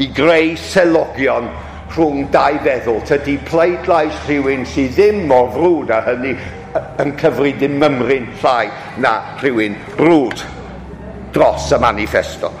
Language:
Welsh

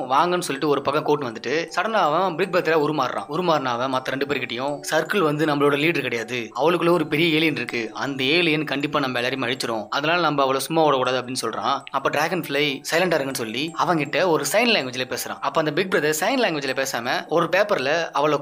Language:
Tamil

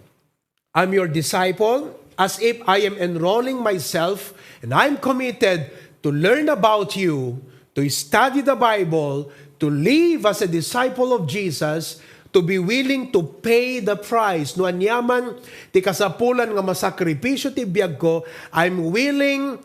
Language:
Iloko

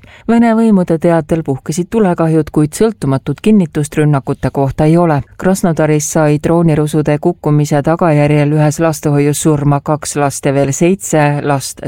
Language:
Estonian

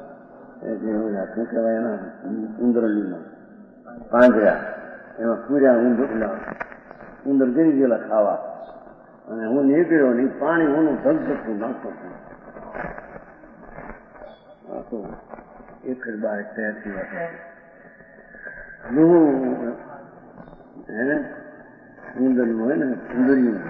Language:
Gujarati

